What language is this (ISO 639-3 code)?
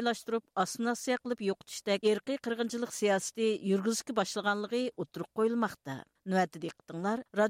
uig